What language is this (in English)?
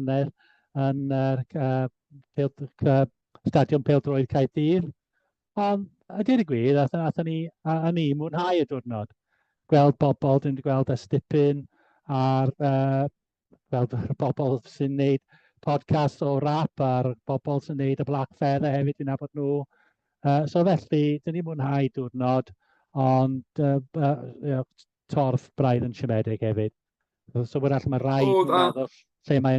Welsh